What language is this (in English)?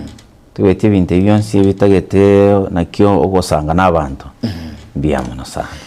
Gusii